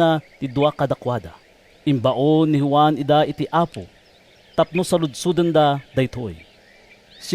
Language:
Iloko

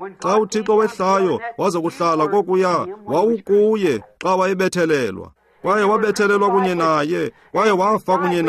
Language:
Xhosa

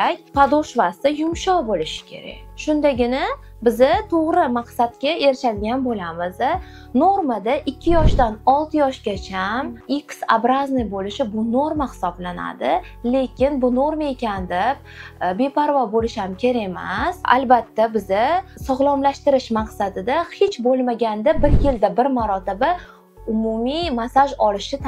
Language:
Uzbek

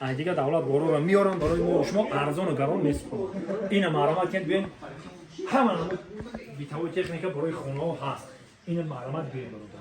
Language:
Tajik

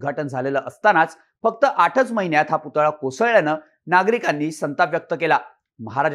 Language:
Marathi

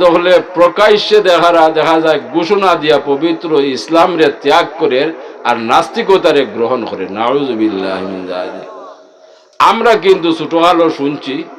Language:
Sylheti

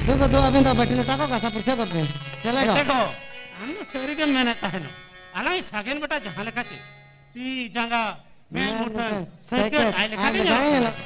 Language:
Santali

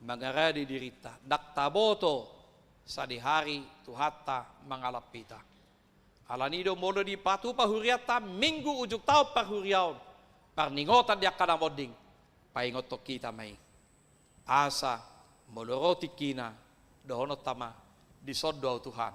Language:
Batak Toba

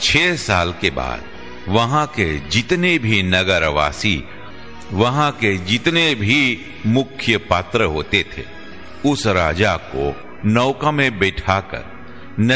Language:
Hindi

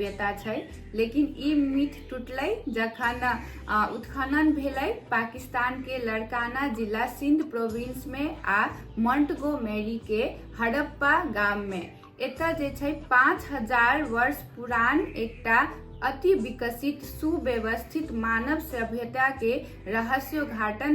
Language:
Maithili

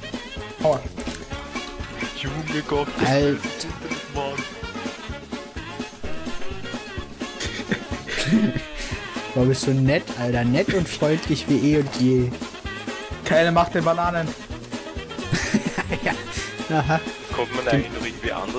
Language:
German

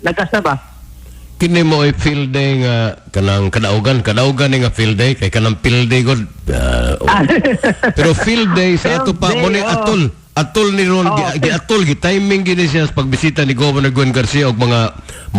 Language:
Cebuano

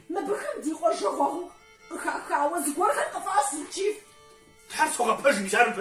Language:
Kabardian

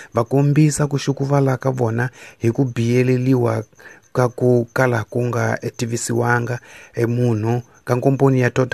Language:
Tsonga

